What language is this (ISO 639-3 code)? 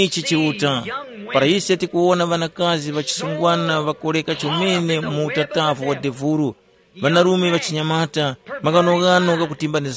tum